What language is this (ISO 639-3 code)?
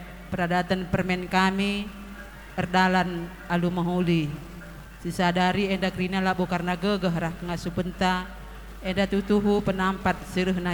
btx